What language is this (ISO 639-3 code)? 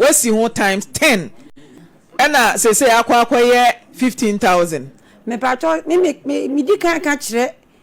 aka